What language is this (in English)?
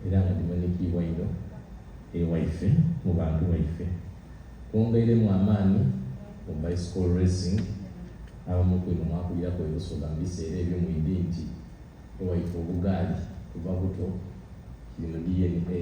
Soga